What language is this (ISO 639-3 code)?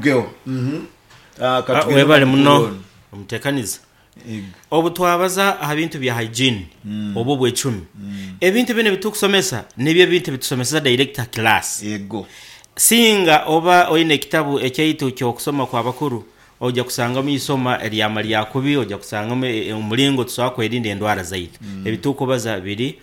nyo